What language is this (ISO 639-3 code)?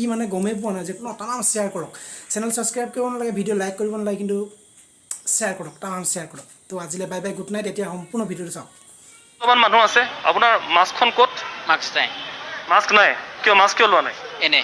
asm